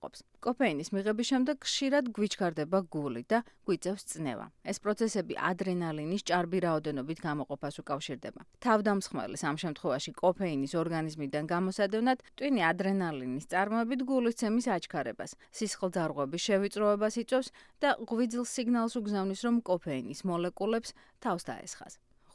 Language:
Georgian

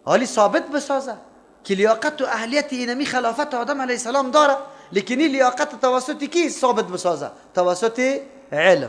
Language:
Persian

